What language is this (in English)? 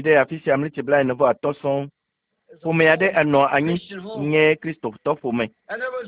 Ewe